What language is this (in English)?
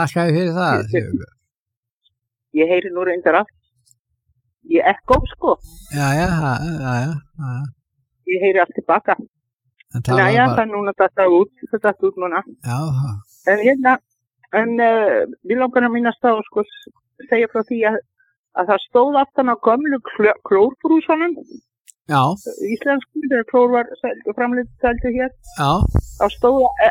Icelandic